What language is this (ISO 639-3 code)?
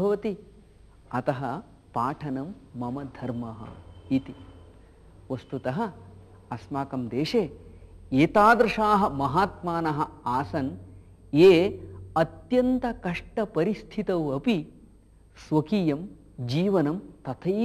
san